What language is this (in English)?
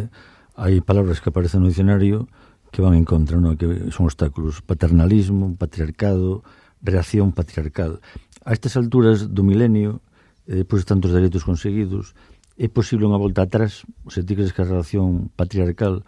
Galician